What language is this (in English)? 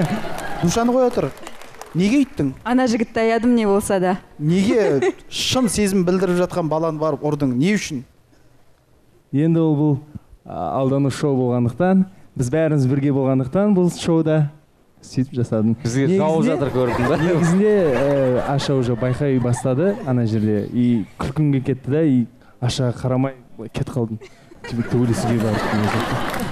Kazakh